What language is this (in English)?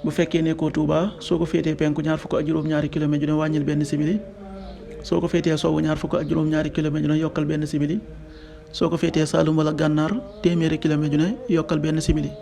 Wolof